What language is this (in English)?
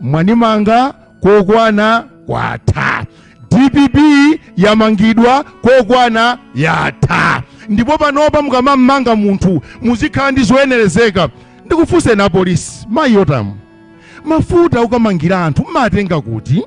Nyanja